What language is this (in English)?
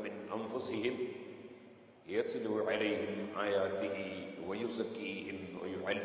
Malayalam